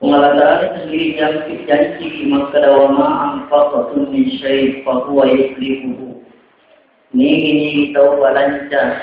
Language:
Buginese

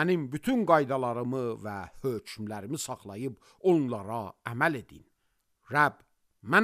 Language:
Azerbaijani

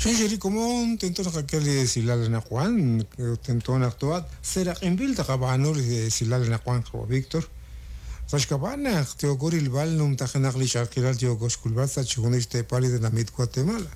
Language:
Kekchí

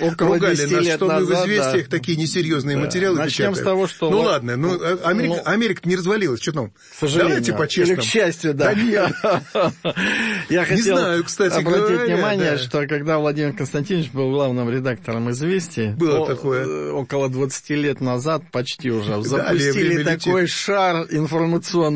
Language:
Russian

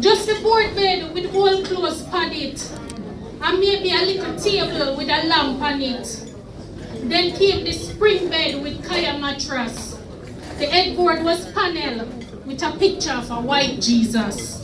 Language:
Jamaican Creole English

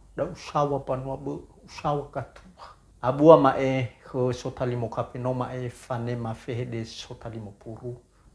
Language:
Nias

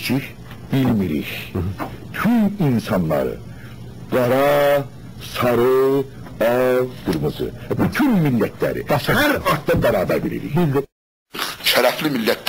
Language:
South Azerbaijani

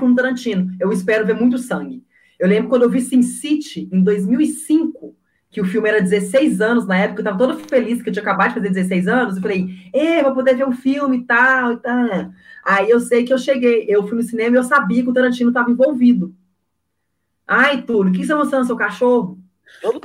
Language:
Portuguese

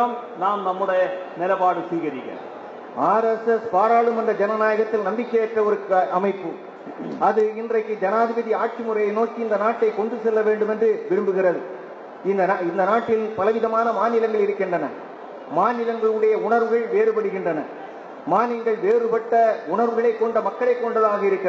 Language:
Tamil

